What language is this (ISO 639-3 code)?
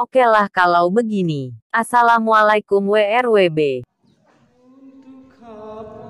sas